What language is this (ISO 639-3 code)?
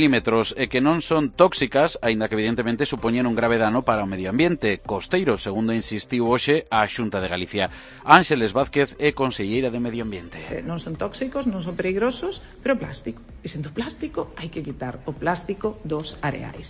glg